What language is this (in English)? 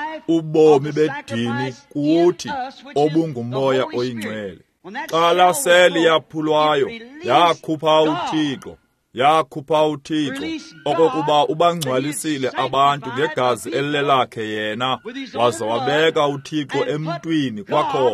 Xhosa